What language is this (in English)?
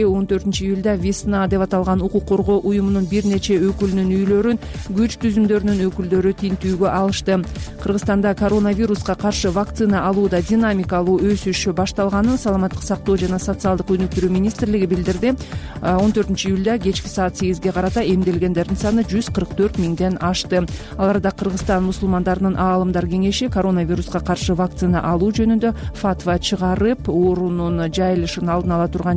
Kyrgyz